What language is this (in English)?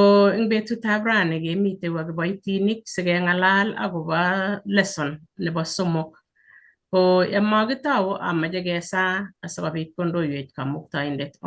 Kalenjin